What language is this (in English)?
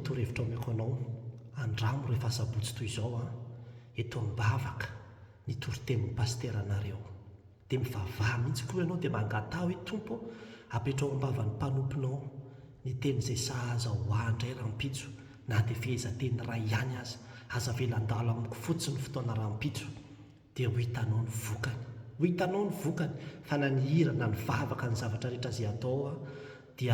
Malagasy